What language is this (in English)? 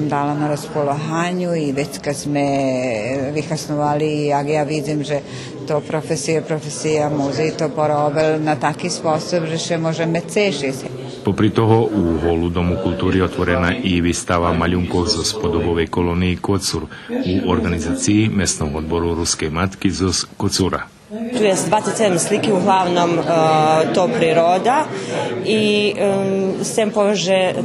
Rusyn